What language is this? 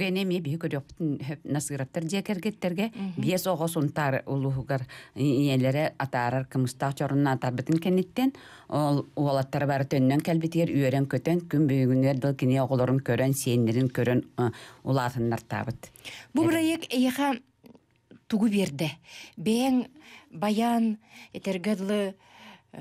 Yakut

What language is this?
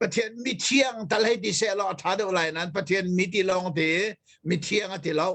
Hakha Chin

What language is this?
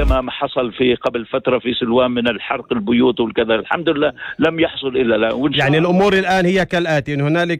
North Levantine Arabic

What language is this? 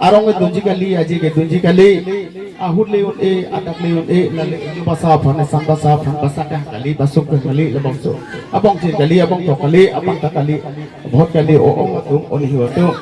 Karbi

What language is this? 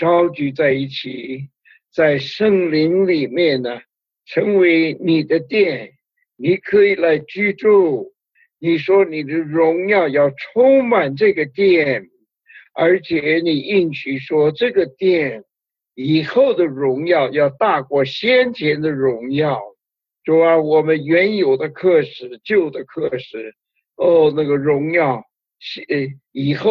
Chinese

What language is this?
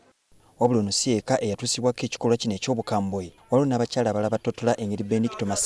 Ganda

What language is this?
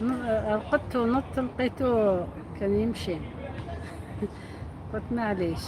Algerian Arabic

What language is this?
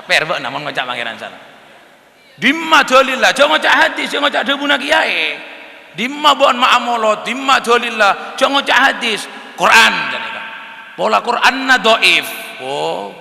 Madurese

